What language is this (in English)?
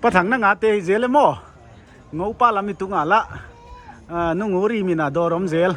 Paite Chin